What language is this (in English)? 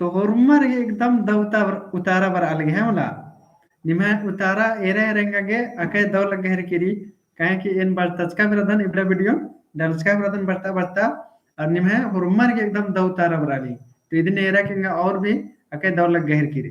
Kurukh